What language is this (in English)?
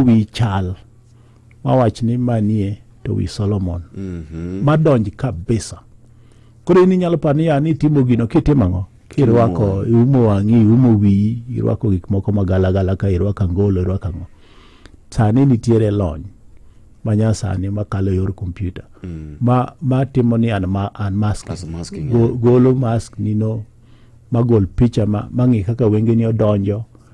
Luo (Kenya and Tanzania)